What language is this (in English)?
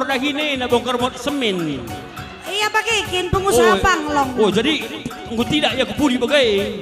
Batak Karo